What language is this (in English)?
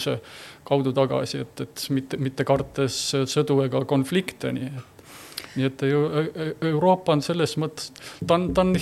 Estonian